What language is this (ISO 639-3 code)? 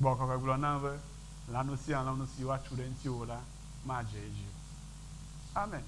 ewe